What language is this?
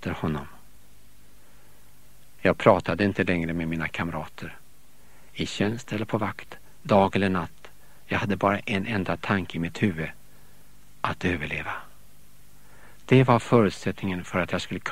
Swedish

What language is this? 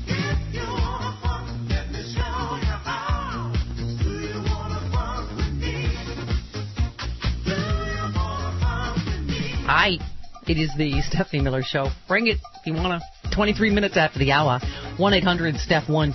English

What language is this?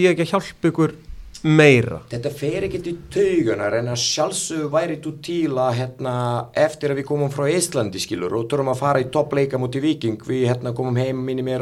Icelandic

